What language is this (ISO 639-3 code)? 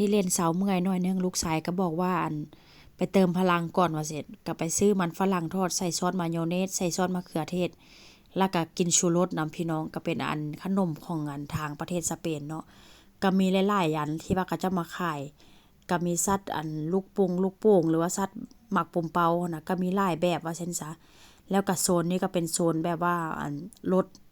lao